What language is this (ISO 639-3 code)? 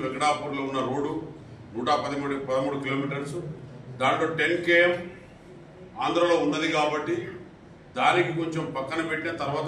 tel